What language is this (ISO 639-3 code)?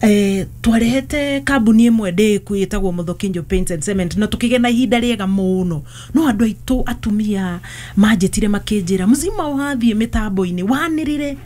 kik